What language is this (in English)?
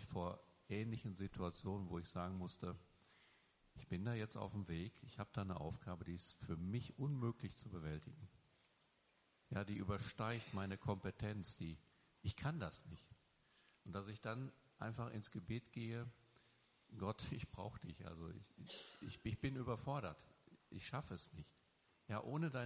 German